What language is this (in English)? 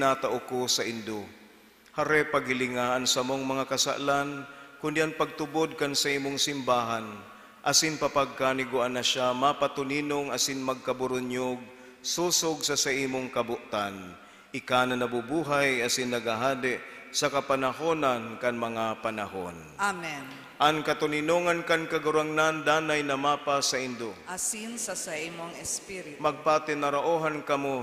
Bikol